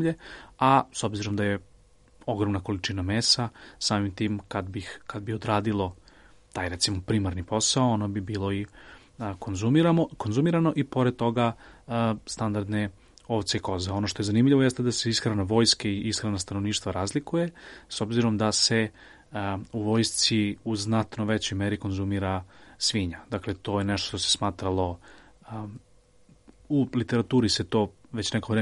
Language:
Serbian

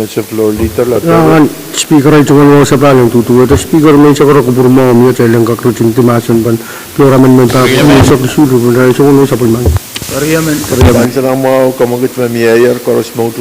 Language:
Pohnpeian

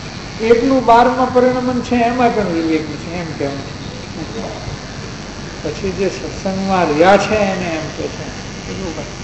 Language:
Gujarati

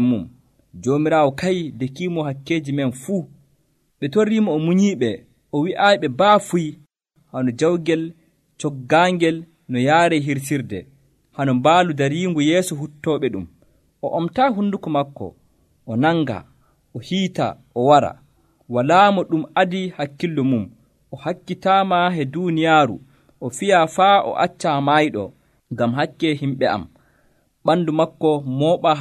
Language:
Nigerian Fulfulde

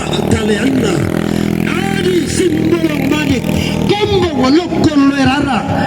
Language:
Toraja-Sa'dan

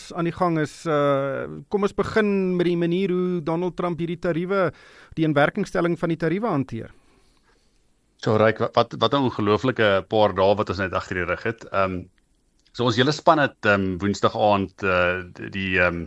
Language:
Afrikaans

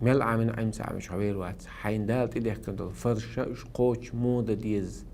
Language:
Chechen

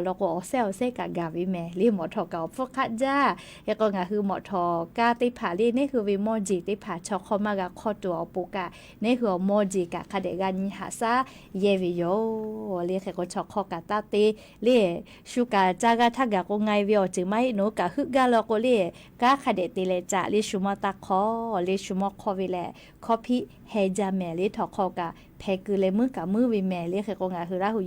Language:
Lahu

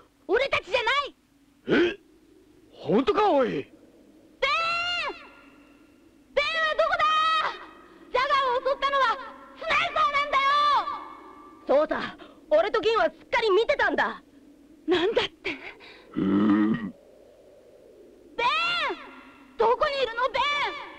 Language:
Japanese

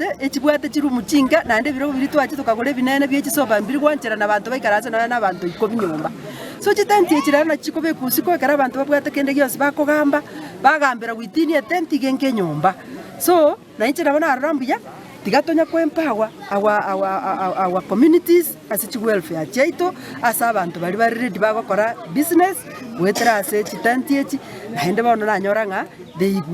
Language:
Gusii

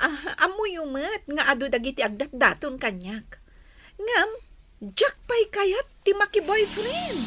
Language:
Iloko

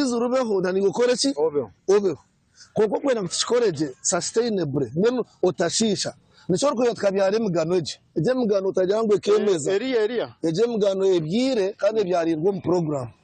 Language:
Nyankole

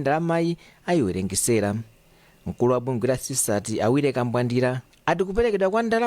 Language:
Nyanja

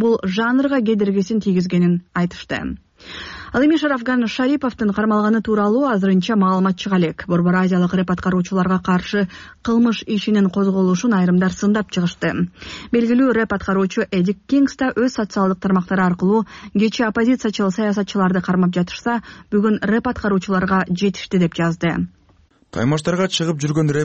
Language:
Kyrgyz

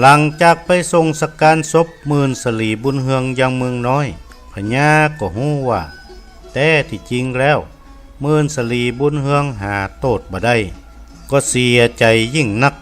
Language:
Northern Thai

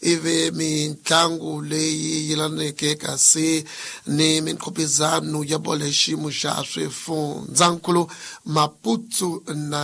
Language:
Tsonga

